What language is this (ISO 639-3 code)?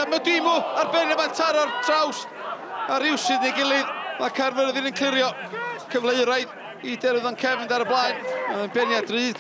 cym